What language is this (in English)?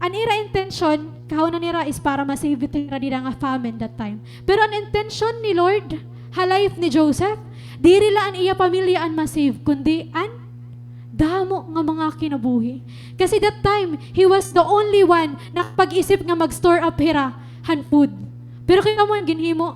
Waray